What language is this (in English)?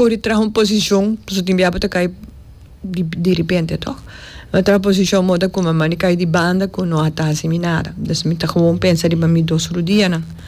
Papiamento